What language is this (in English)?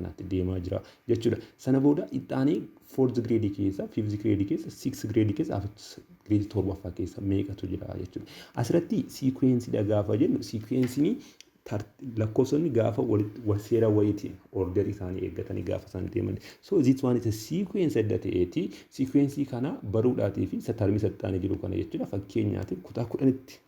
Oromo